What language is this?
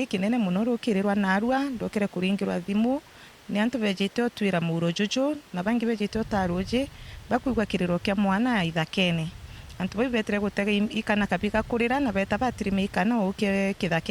Meru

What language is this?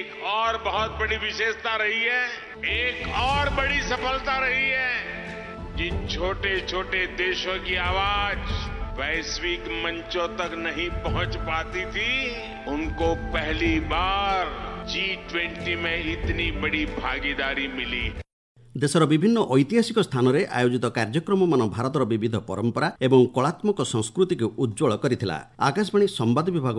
Odia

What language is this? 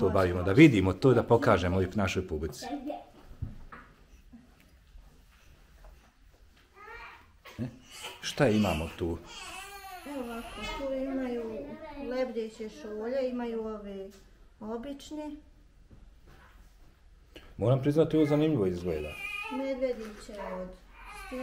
Bosnian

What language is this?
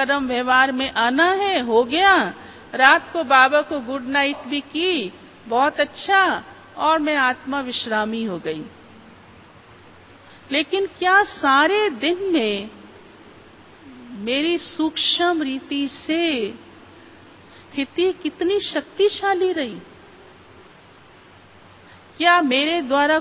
Hindi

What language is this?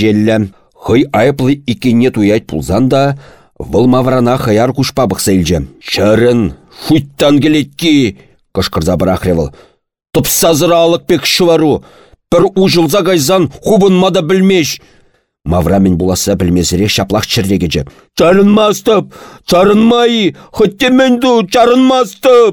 Chuvash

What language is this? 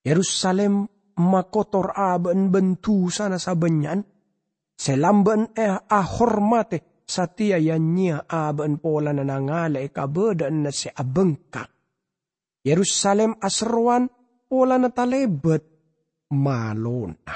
Madurese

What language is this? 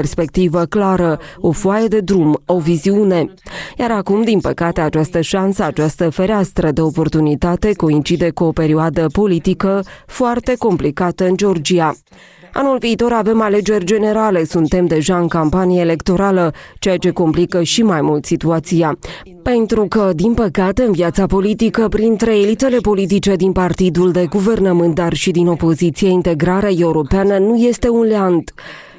Romanian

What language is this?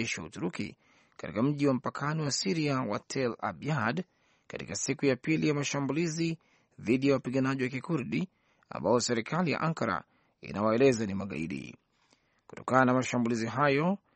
Swahili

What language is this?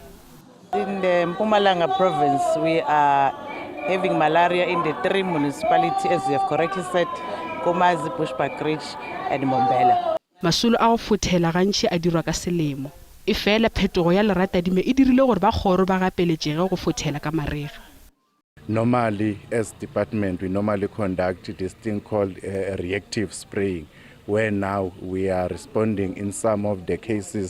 Northern Sotho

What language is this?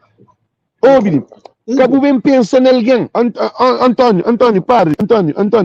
Kabuverdianu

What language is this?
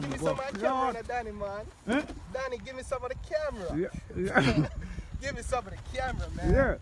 Jamaican Creole English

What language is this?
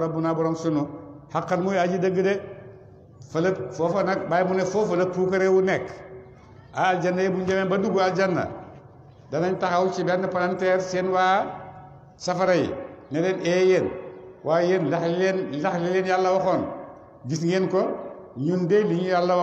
Wolof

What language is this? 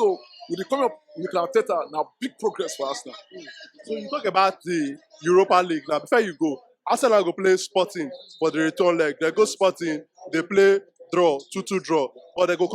Nigerian Pidgin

